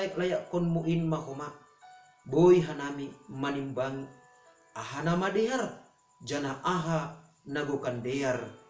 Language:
Batak Simalungun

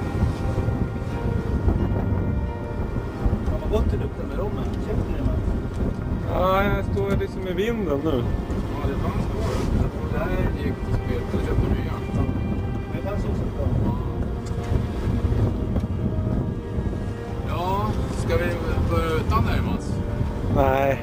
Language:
Swedish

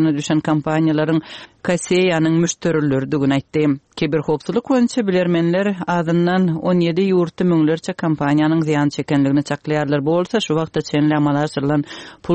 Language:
Turkmen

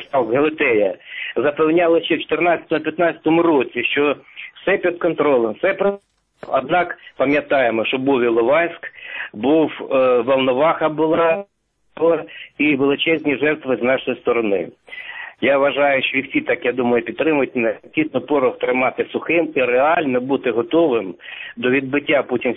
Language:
Ukrainian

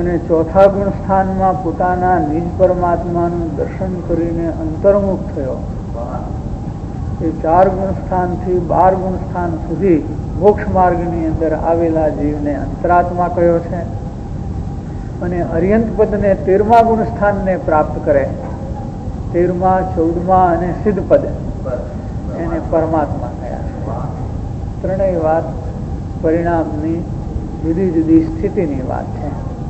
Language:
Gujarati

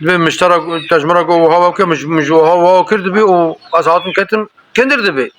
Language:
Kurdish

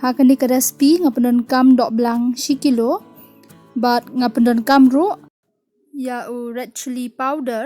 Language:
Khasi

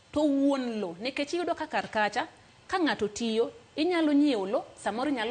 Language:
Luo (Kenya and Tanzania)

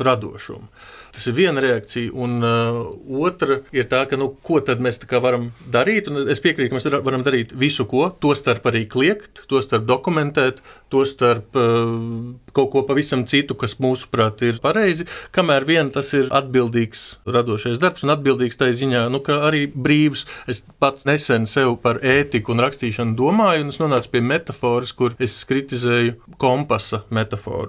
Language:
Latvian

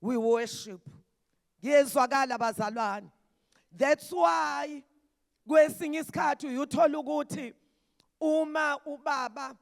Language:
Zulu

